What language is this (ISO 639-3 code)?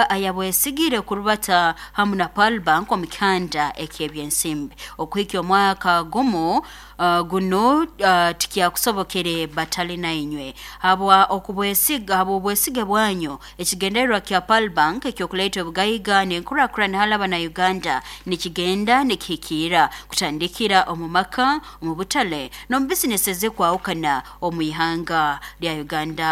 nyo